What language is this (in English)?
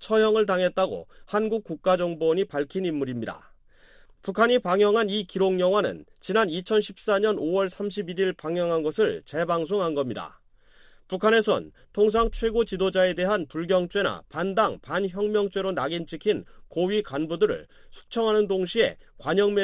Korean